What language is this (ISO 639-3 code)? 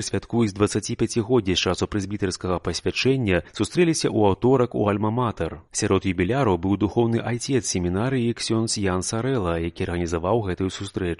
bel